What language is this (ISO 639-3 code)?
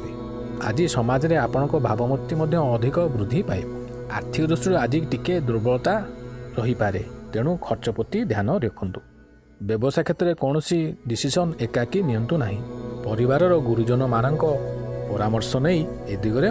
ori